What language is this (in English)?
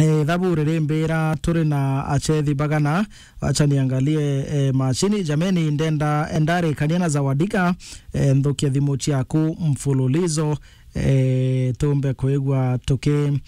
Meru